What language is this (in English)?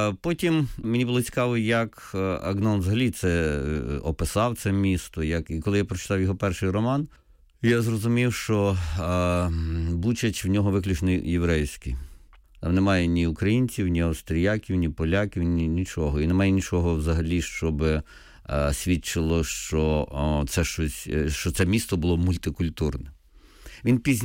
Ukrainian